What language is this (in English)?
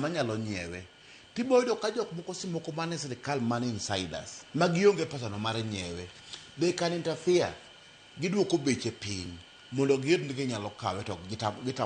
Luo (Kenya and Tanzania)